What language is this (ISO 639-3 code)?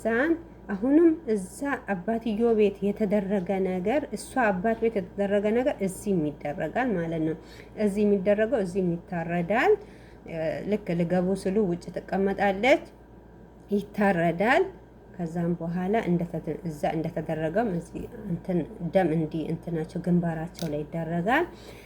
amh